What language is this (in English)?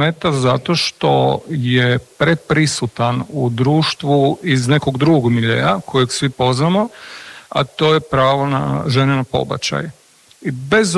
Croatian